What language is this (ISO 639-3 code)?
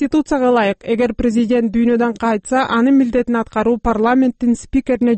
kir